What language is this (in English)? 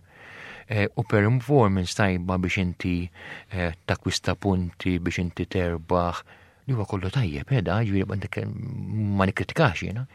Maltese